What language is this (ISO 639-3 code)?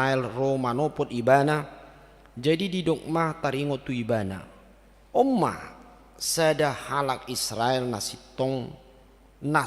bbc